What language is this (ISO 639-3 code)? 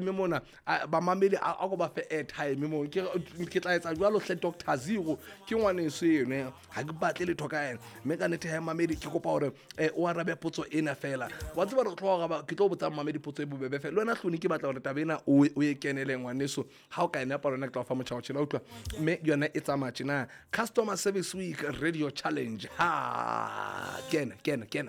sot